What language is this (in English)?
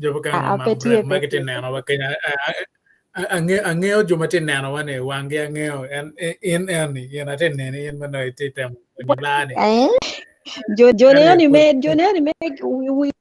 Acoli